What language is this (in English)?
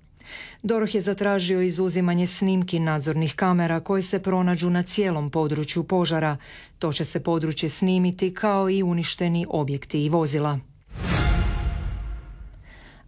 Croatian